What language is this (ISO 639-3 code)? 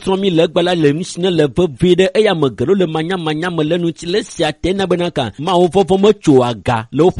ewe